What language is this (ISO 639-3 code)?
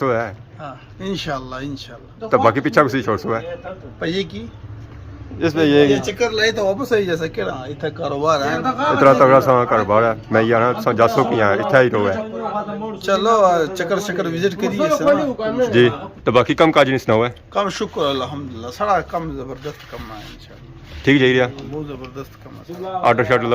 phr